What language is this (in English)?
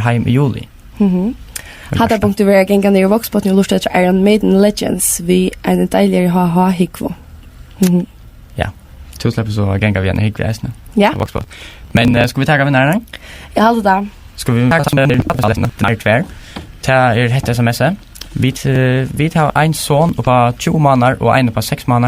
Faroese